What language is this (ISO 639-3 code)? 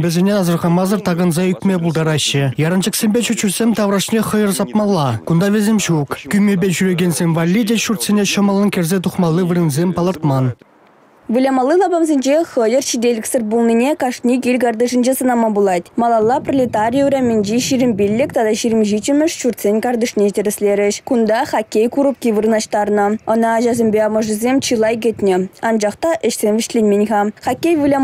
chv